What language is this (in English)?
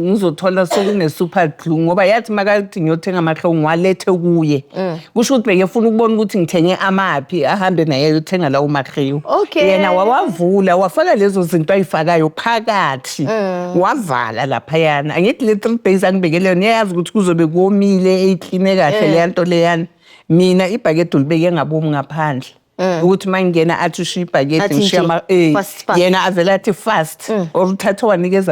Zulu